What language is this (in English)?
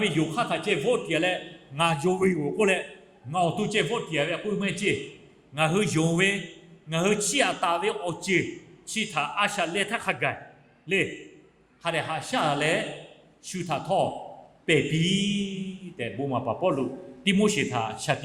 Lahu